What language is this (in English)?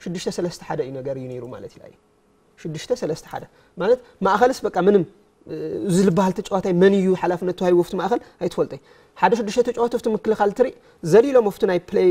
Tigrinya